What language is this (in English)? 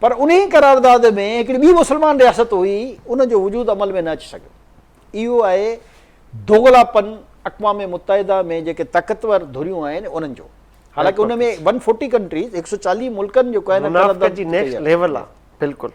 Sindhi